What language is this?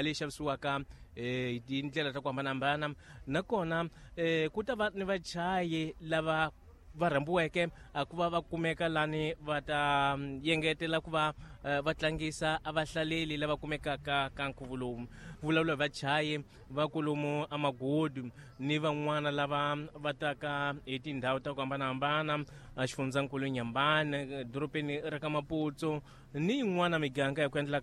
Tsonga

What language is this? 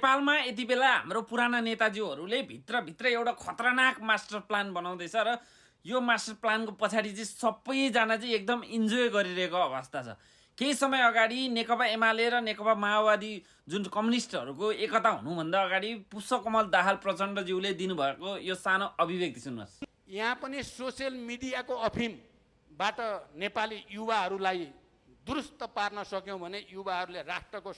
Nepali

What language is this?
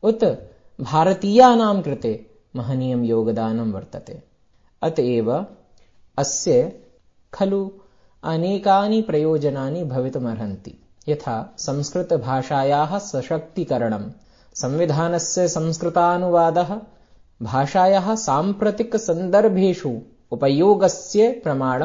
Sanskrit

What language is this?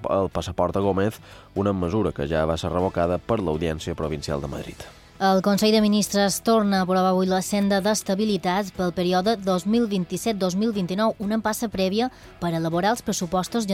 Catalan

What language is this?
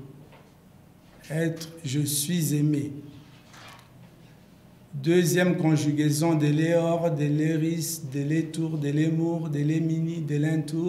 French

